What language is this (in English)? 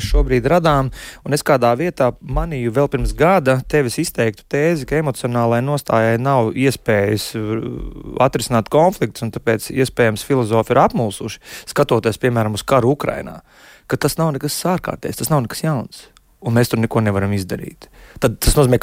Latvian